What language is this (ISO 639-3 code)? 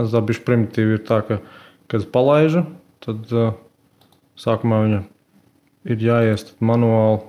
lav